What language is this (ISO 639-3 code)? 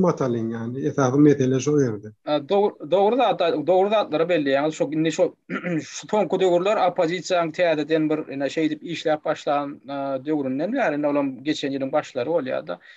tuk